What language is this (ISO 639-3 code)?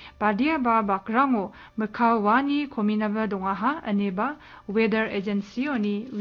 grt